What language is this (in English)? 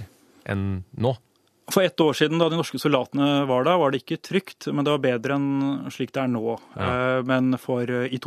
Norwegian